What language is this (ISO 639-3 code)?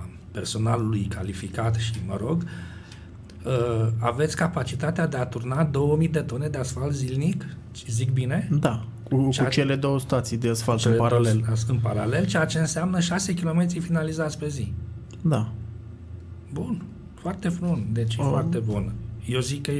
ron